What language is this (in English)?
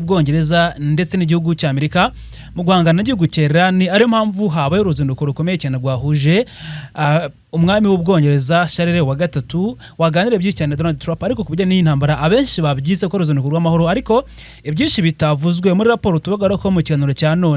Kinyarwanda